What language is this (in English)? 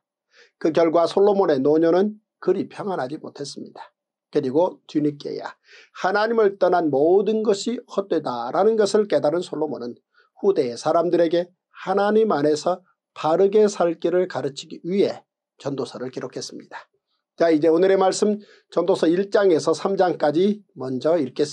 Korean